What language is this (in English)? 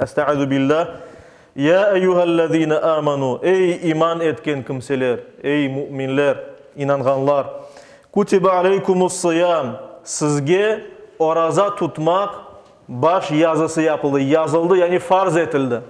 Crimean Tatar